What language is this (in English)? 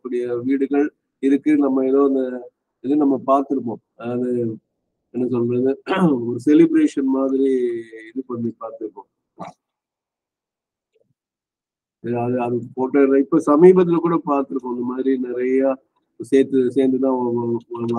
Tamil